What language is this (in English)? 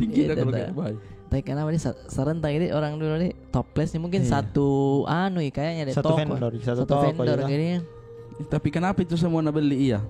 Makassar Malay